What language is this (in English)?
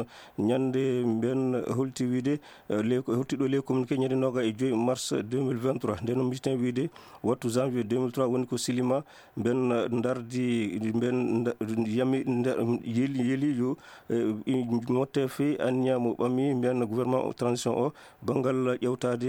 Fula